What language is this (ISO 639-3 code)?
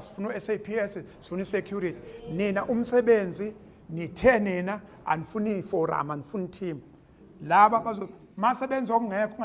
zul